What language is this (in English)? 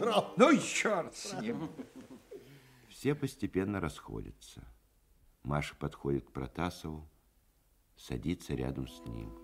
Russian